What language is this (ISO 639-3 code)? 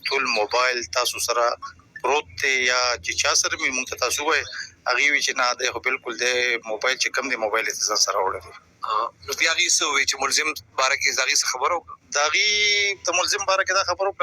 pus